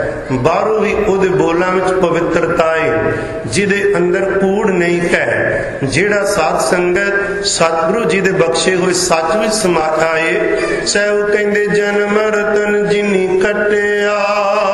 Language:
Punjabi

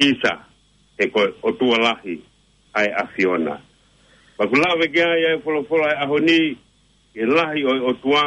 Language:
Tongan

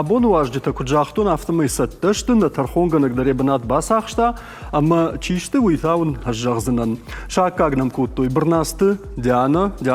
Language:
Ossetic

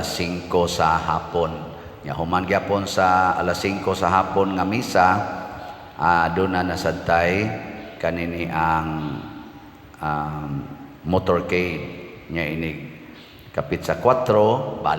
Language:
Cebuano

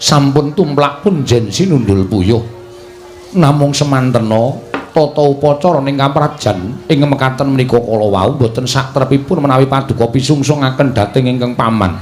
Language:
Javanese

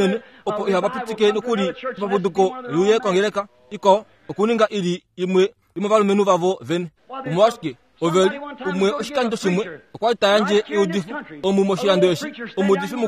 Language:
Kuanyama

